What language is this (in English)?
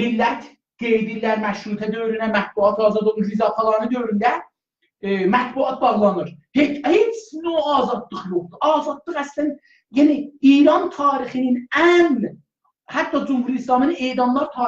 South Azerbaijani